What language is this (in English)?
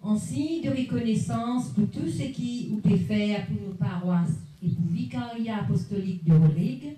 Morisyen